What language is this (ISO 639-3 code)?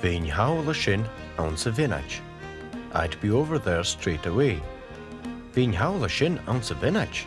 gla